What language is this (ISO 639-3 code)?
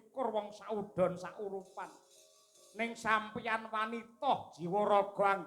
jav